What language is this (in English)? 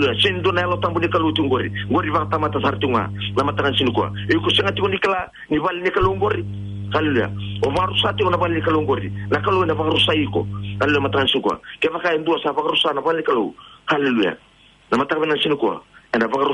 Fijian